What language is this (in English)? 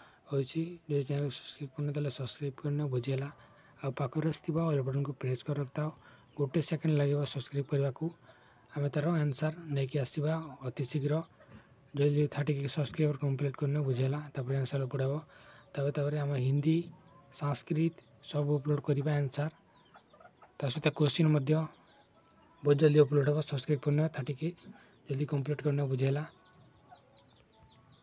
Odia